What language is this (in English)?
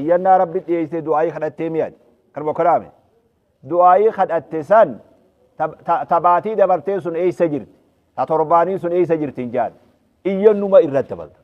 Oromo